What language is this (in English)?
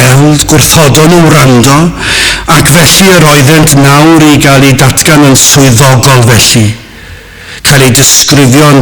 Welsh